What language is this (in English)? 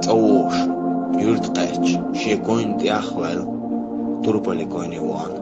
Chechen